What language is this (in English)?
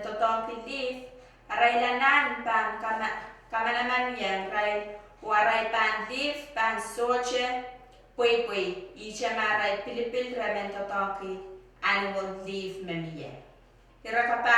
Pohnpeian